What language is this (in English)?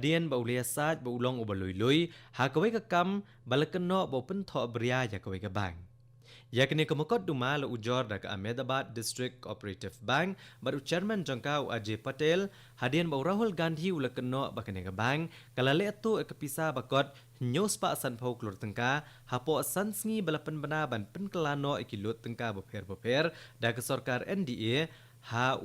Khasi